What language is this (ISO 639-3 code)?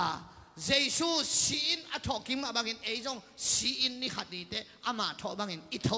ctd